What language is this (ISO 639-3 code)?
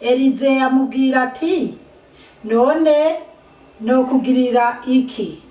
run